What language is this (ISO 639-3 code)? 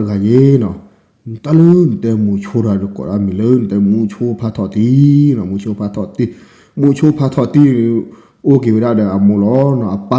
ksw